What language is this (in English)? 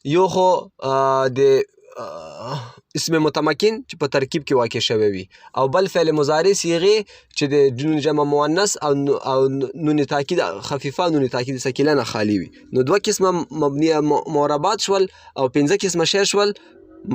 Pashto